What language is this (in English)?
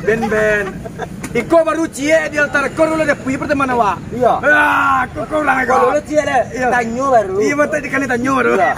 Minangkabau